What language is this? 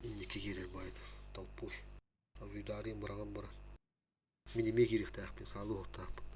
Yakut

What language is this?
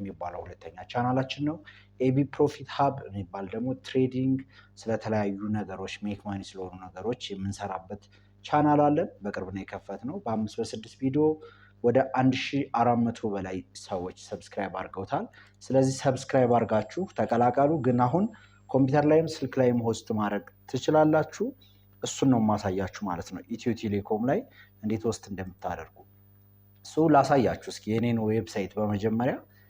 Amharic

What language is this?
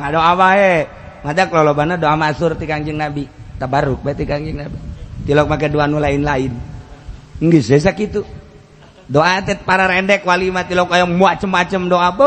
Sundanese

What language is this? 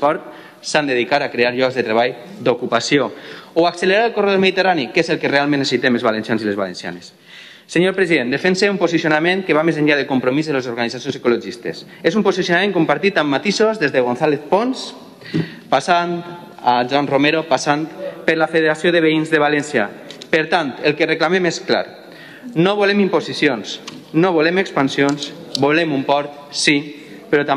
Catalan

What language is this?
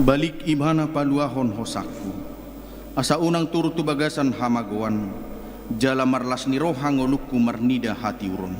Batak Toba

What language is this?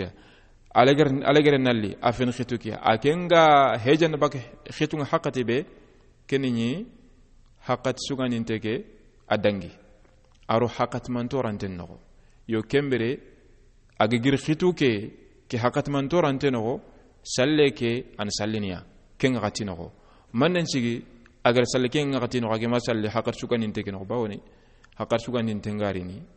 Soninke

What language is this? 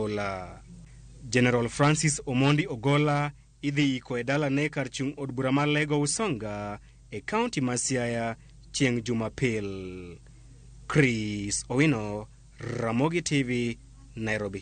Luo (Kenya and Tanzania)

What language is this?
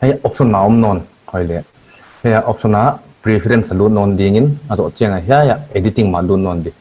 Paite Chin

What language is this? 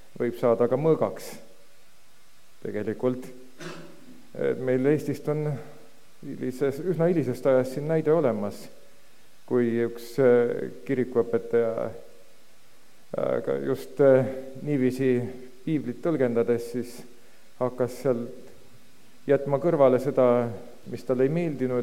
Estonian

